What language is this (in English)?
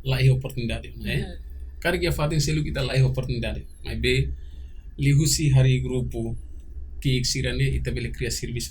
Tetum